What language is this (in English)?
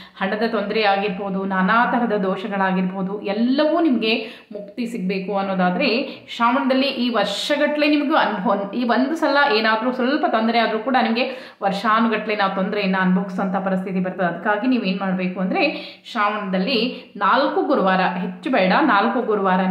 Kannada